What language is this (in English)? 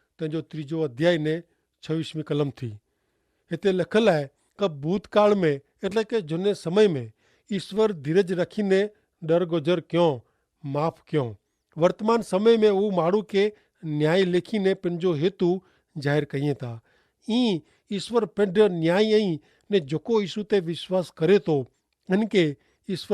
Kachhi